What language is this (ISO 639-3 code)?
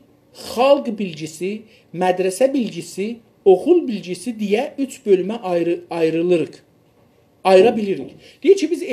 azb